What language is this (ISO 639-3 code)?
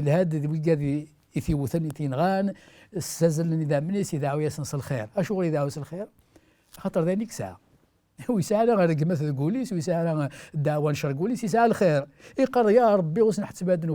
kab